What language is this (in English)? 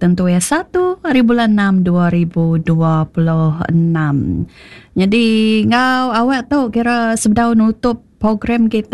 Iban